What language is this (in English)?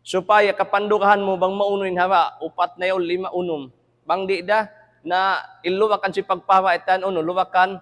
Tausug